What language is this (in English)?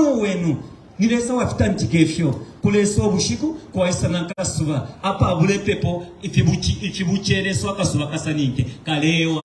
Bemba